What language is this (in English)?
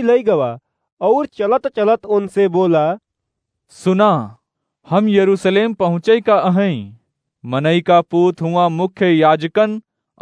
Awadhi